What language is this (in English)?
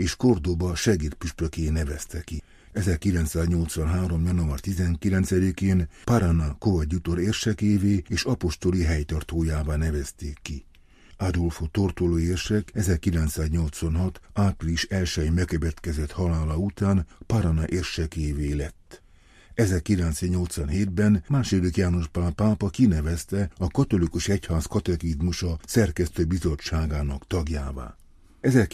Hungarian